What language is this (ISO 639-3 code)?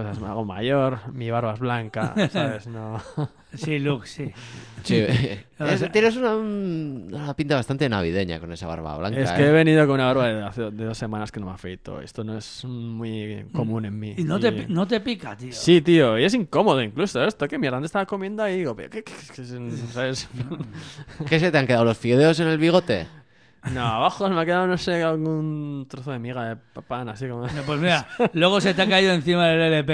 spa